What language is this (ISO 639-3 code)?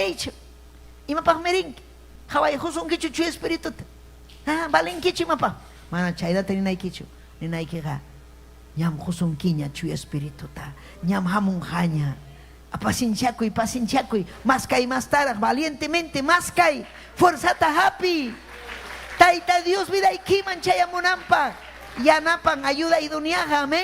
quy